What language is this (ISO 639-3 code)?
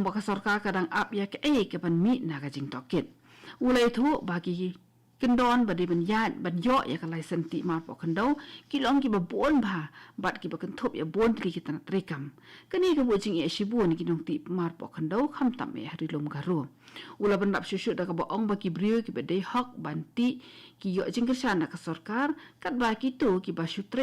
kha